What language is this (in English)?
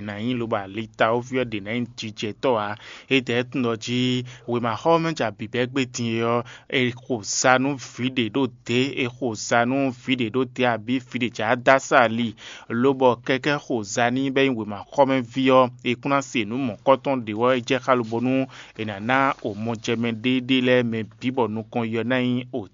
Fon